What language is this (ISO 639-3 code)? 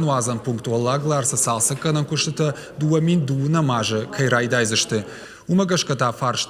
oss